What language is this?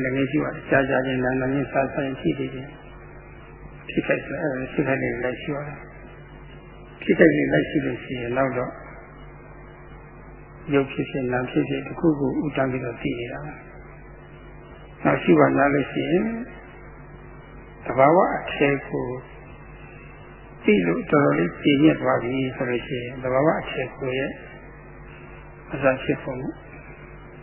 Burmese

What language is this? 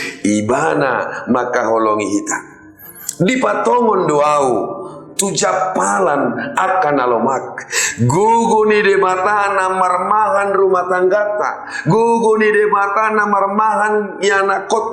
Batak Toba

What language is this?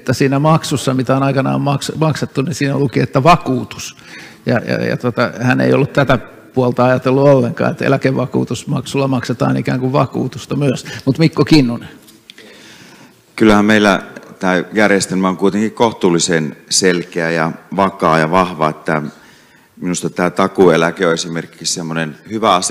Finnish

